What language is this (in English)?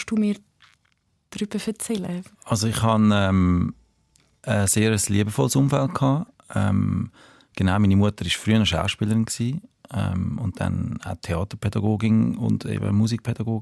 Swiss German